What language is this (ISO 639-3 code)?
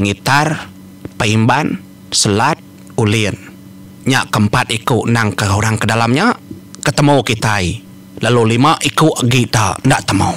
iba